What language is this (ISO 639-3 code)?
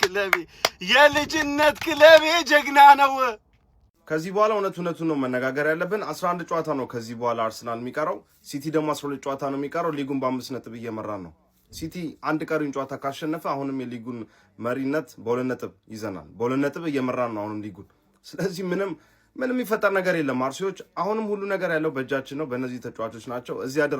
amh